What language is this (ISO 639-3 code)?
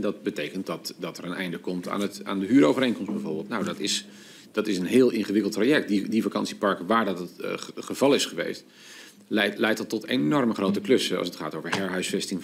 nld